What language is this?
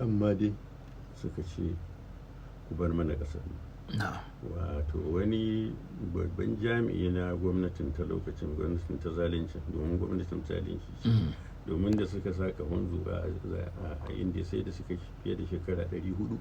Hausa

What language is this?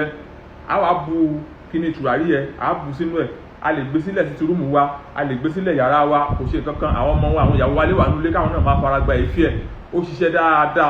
Yoruba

